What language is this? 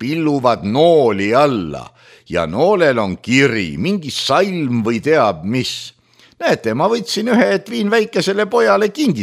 Estonian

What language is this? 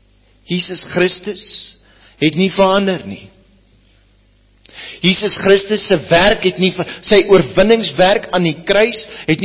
Afrikaans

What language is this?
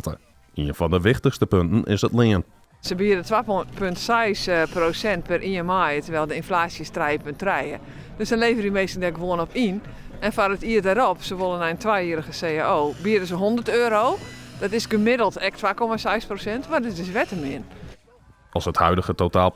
Western Frisian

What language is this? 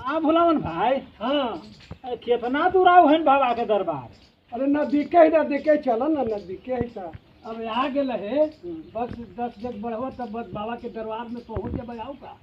Magahi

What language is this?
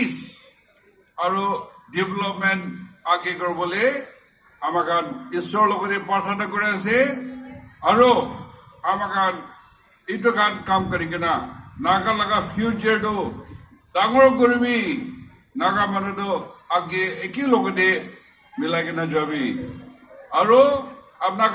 Naga Pidgin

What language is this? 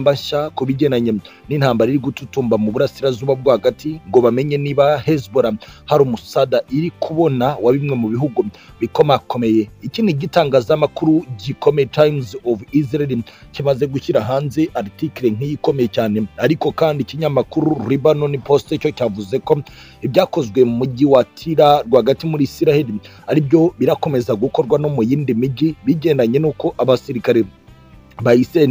Kinyarwanda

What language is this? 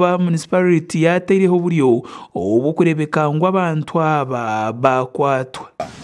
Nyankole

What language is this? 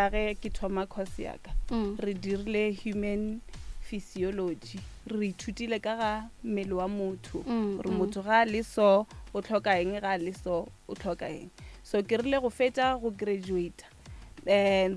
Northern Sotho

